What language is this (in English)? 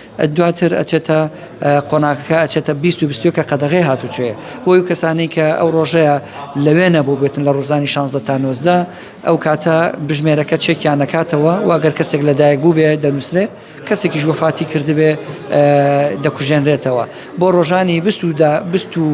Central Kurdish